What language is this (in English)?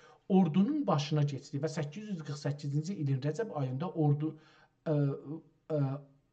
South Azerbaijani